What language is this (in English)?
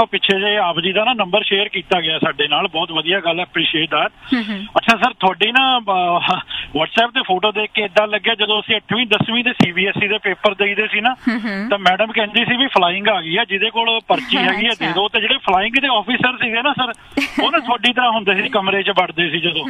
Punjabi